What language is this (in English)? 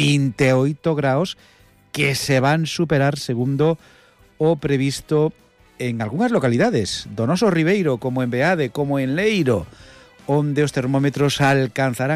Galician